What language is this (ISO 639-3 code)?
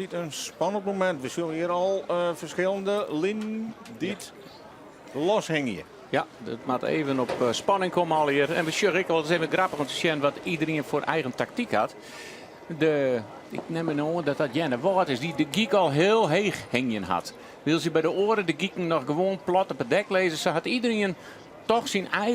fry